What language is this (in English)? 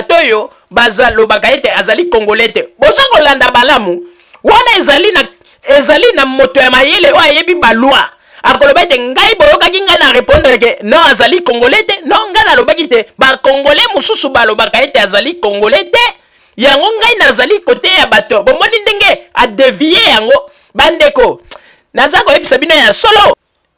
Lingala